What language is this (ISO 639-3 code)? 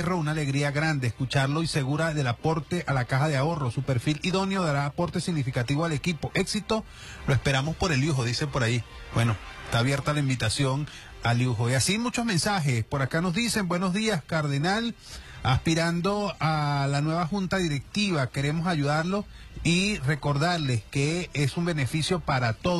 spa